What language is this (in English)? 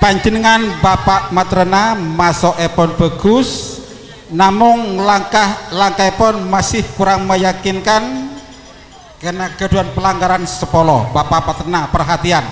Madurese